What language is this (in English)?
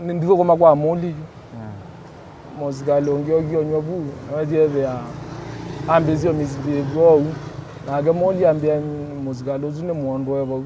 Kamba